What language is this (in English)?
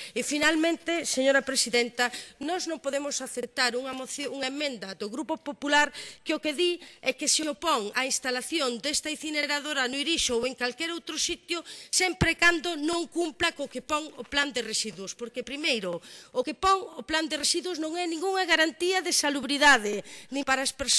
Galician